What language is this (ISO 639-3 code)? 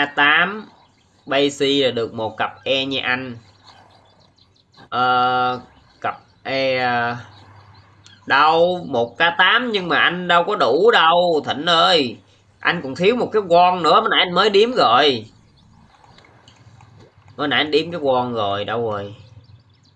vie